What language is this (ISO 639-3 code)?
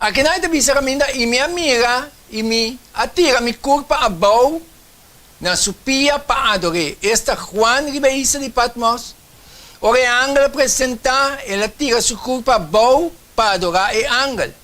pap